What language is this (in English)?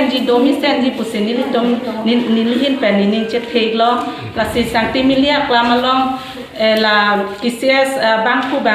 Karbi